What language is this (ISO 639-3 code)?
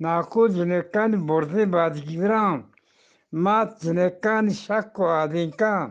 bgp